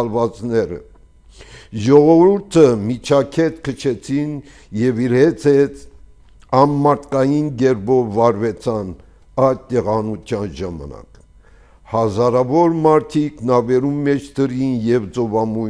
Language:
Armenian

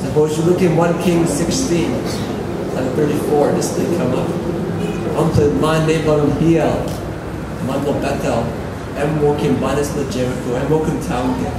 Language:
Tok Pisin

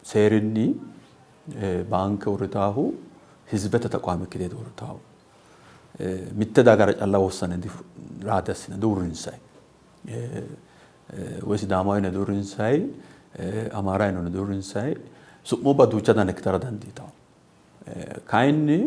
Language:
Sidamo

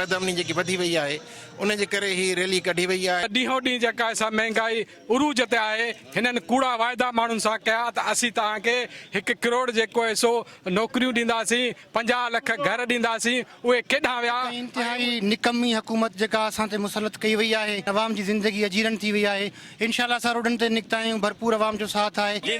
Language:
Sindhi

